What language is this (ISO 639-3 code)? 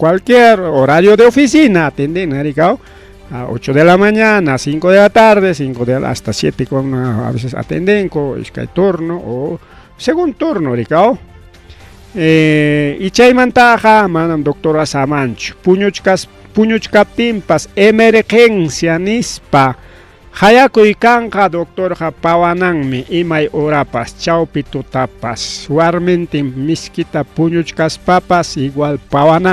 quy